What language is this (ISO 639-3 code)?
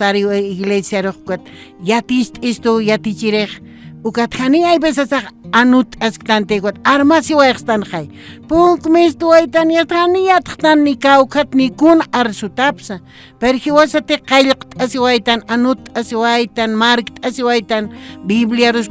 aym